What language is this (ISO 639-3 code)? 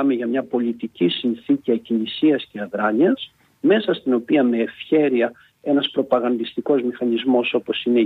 ell